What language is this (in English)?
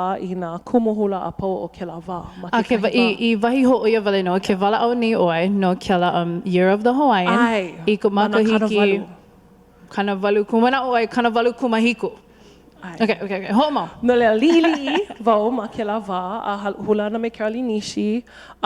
Hawaiian